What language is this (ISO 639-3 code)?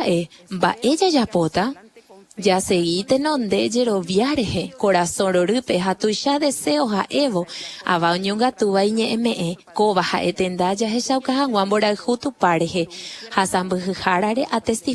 grn